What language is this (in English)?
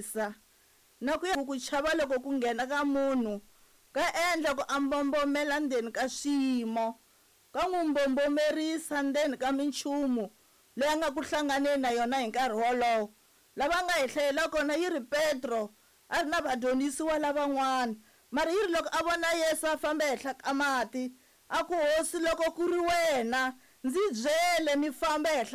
Tsonga